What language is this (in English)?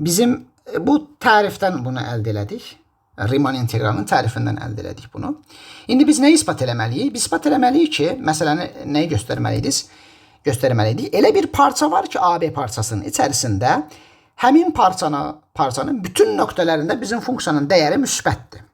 Azerbaijani